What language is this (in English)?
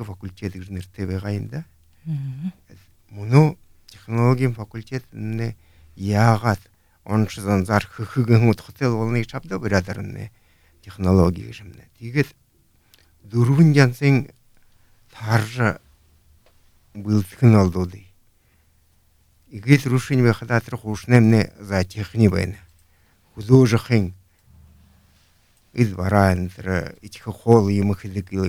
Buriat